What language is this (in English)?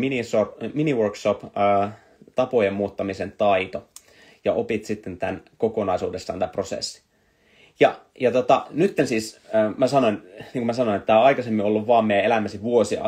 Finnish